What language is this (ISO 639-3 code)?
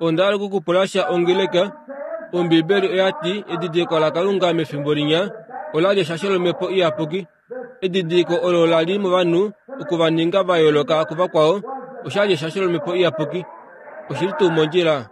kua